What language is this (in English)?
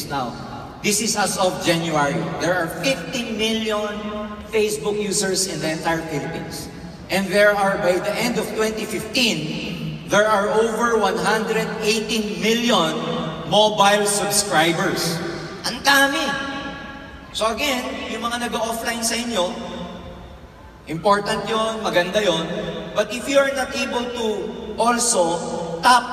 Filipino